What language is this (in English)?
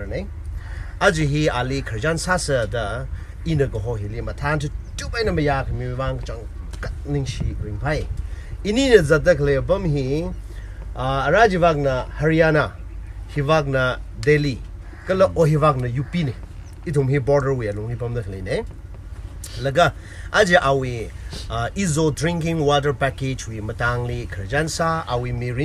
Tangkhul Naga (India)